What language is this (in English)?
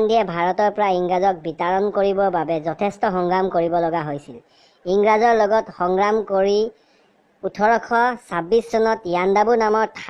Assamese